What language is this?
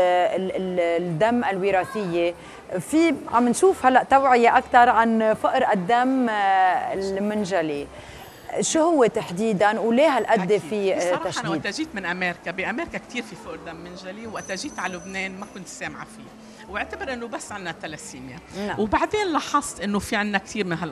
North Levantine Arabic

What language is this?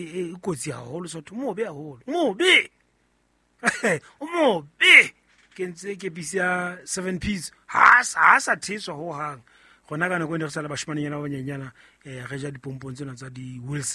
Southern Sotho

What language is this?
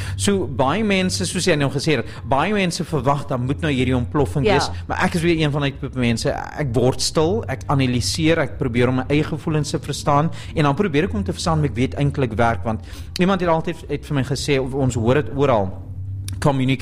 Afrikaans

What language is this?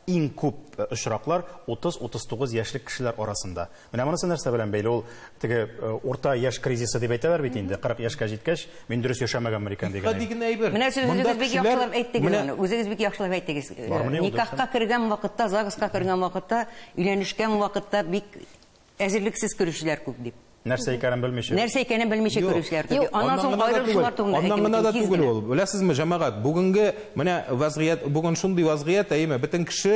Tatar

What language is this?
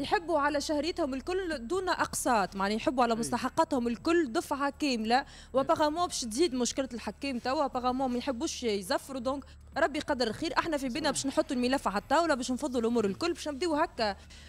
Tunisian Arabic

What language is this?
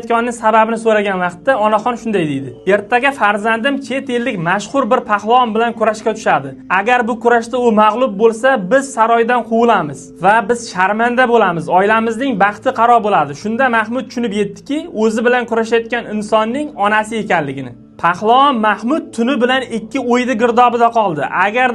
Uzbek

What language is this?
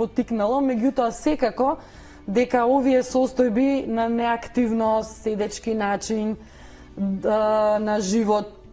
Macedonian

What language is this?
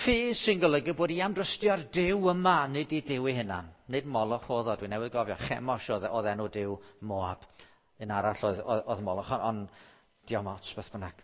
Welsh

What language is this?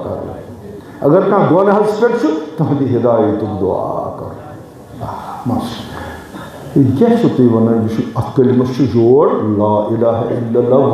Kashmiri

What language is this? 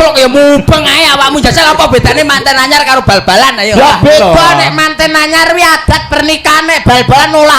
Javanese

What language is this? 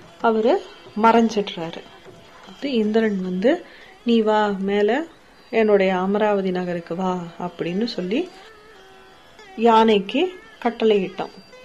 Tamil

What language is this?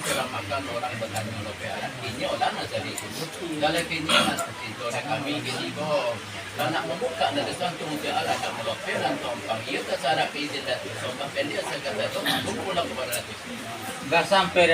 Minangkabau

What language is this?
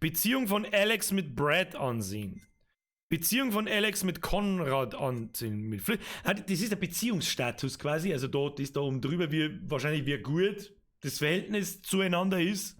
Bavarian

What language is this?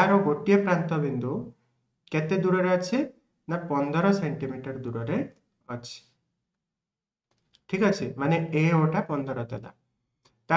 Odia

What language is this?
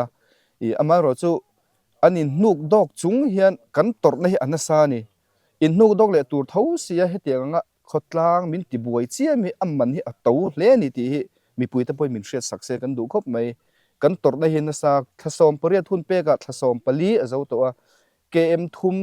Mizo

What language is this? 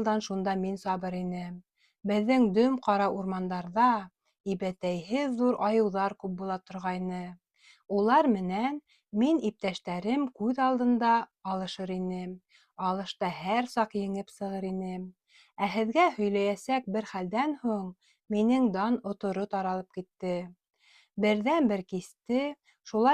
Bashkir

